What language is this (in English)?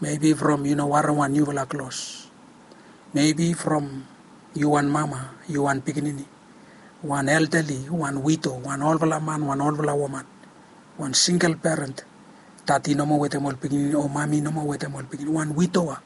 Bislama